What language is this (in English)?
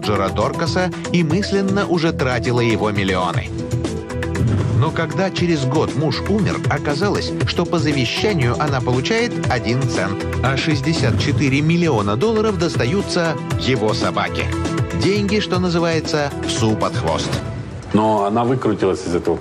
Russian